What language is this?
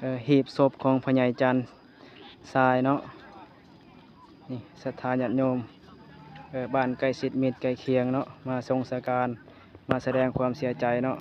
Lao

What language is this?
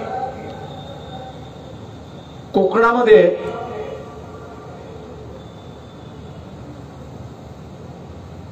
Marathi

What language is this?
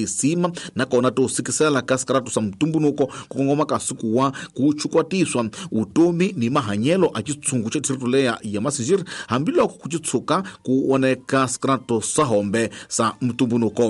Tsonga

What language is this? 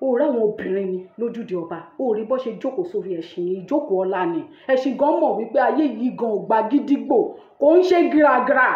Yoruba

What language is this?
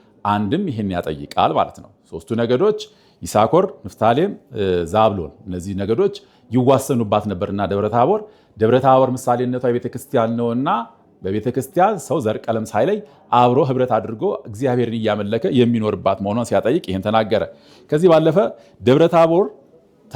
Amharic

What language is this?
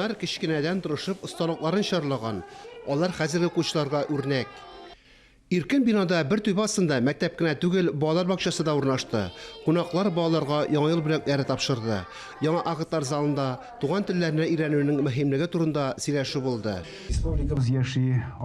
Tatar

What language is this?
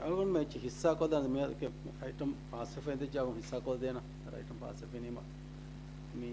Divehi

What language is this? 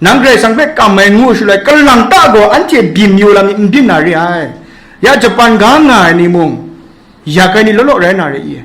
Kachin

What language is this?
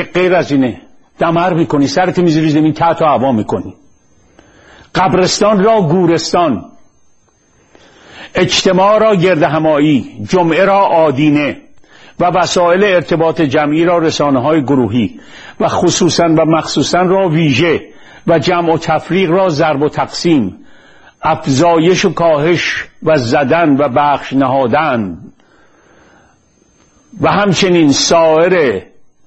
Persian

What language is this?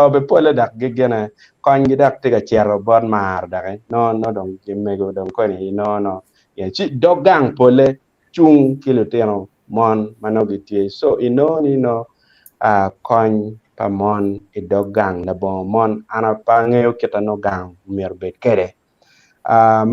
Acoli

